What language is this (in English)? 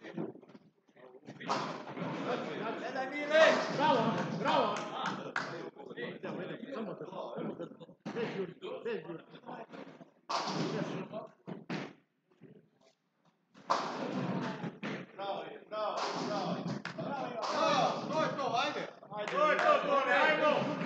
Croatian